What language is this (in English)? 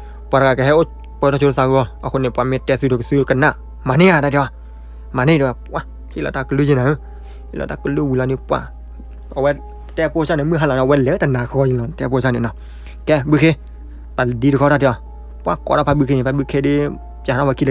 S'gaw Karen